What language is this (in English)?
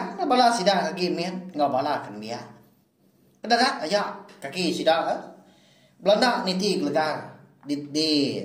Iban